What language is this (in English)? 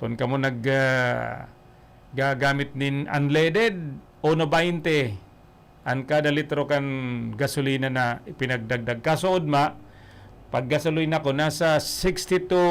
Bikol